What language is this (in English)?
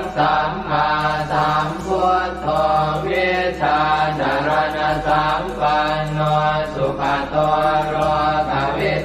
Pali